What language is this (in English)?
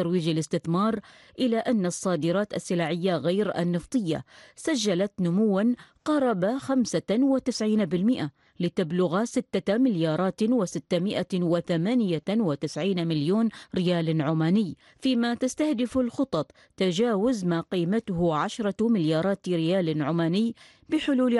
Arabic